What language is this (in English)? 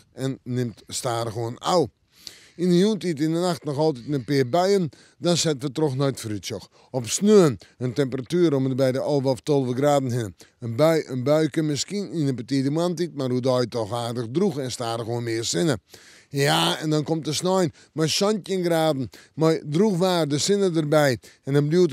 Western Frisian